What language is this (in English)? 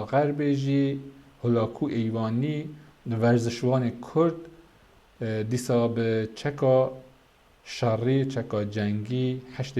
Kurdish